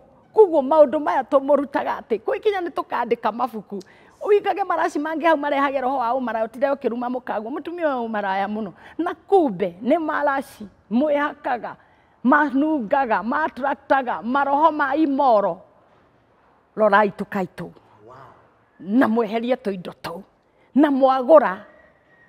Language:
Kikuyu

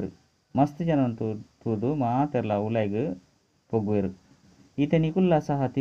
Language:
Tulu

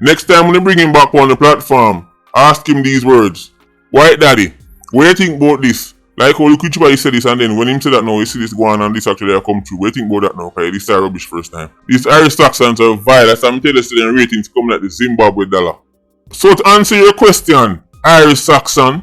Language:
Jamaican Creole English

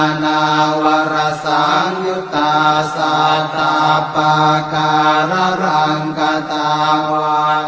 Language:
Pali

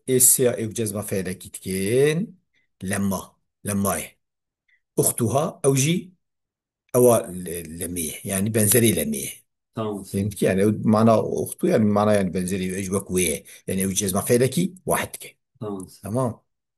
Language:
Kurdish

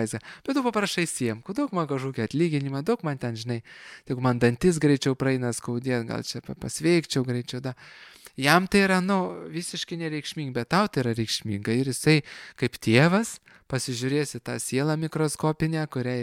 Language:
Lithuanian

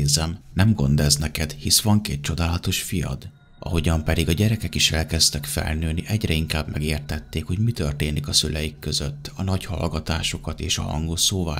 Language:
Hungarian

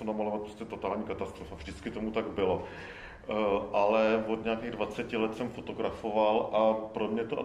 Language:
Czech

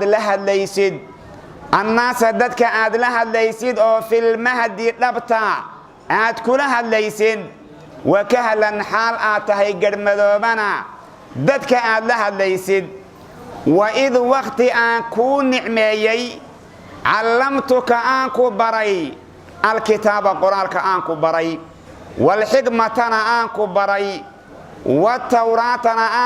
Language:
Somali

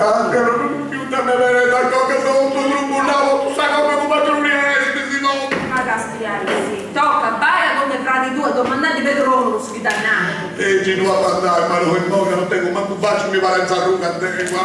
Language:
Sardinian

